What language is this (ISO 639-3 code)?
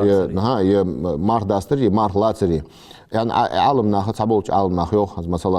inh